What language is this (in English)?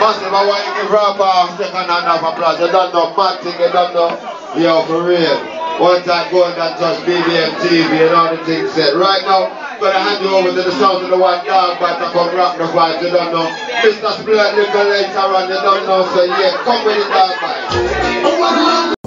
Jamaican Creole English